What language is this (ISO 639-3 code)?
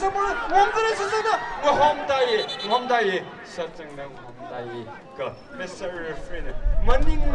nmf